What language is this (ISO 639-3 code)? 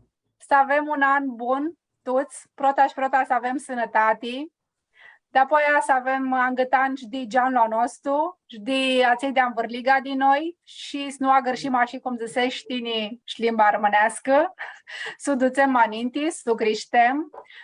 rup